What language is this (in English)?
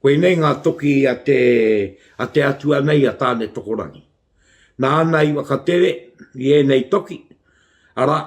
Māori